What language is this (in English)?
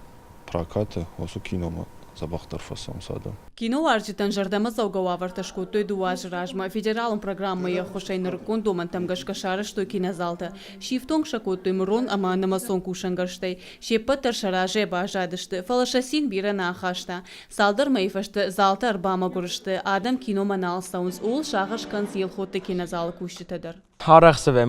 Ossetic